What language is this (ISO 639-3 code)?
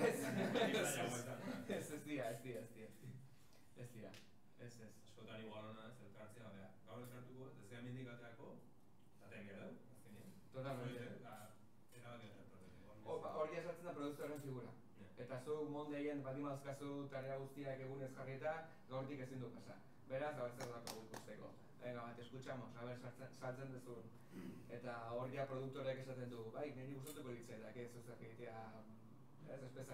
eus